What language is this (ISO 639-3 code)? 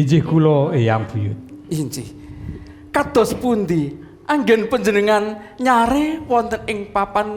jav